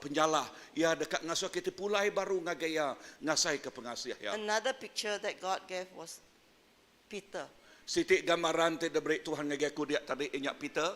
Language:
Iban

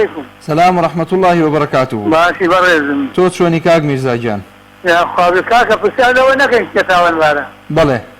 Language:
Central Kurdish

